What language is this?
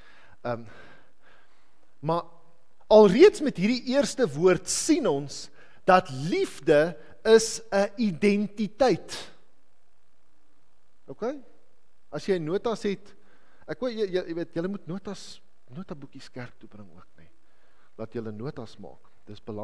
Afrikaans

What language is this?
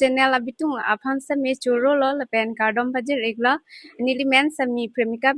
Karbi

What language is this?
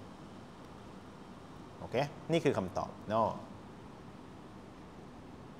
Thai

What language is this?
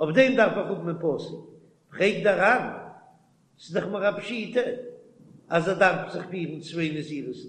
Yiddish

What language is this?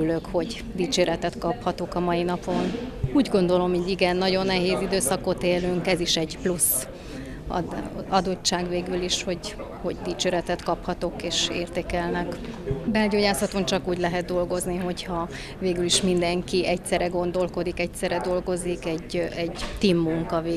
Hungarian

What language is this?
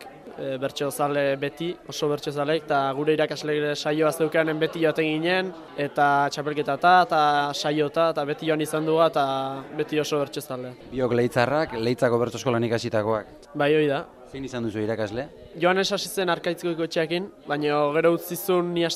Basque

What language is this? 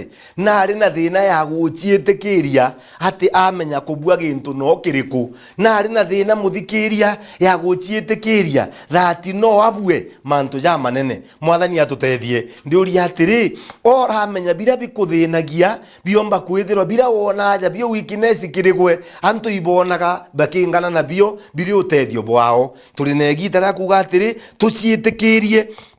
Meru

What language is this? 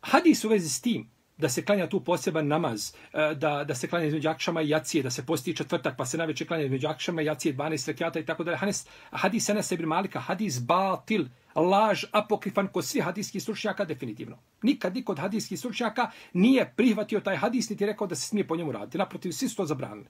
Bosnian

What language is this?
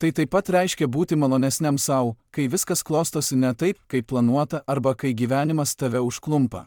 Lithuanian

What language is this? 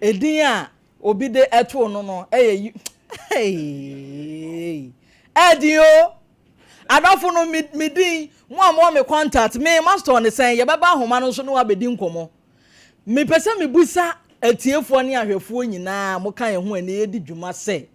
Akan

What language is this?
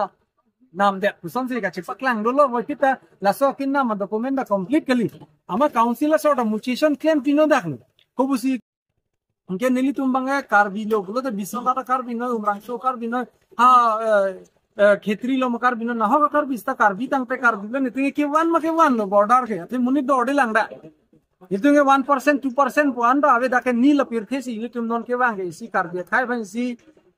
Karbi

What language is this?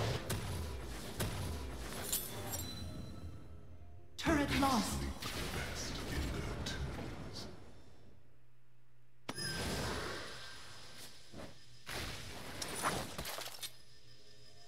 Czech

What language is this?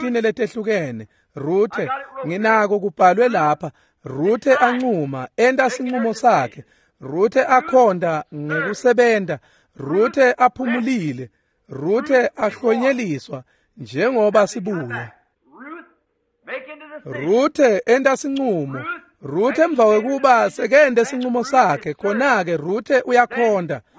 Swati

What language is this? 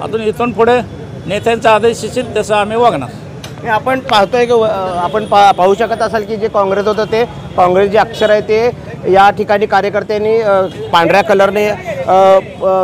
Marathi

